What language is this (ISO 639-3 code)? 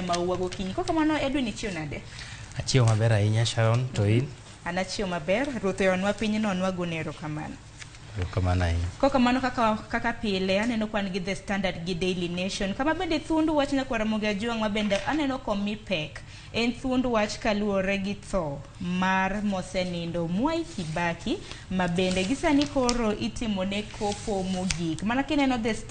luo